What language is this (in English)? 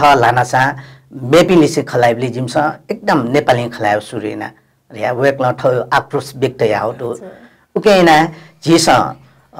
Newari